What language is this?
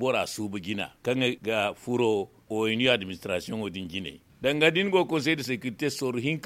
Zarma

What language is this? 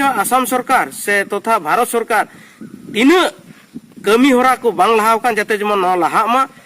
Santali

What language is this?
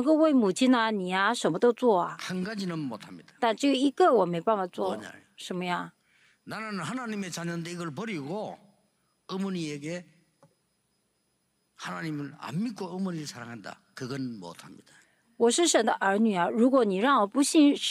Korean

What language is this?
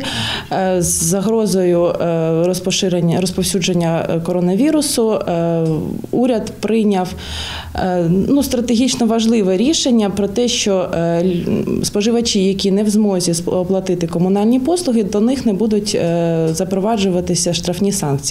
Ukrainian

